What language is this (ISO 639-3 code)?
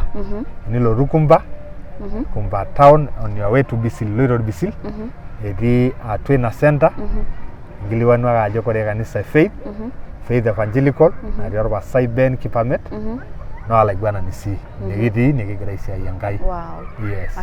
mas